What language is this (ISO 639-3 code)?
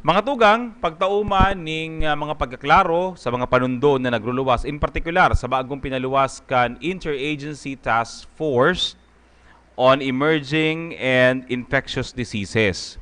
bik